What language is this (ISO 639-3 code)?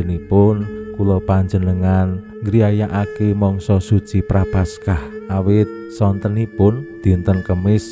jav